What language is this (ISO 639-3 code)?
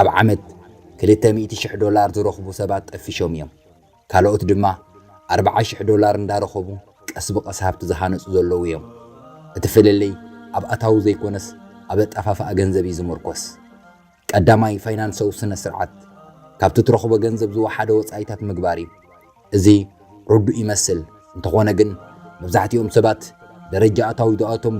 tir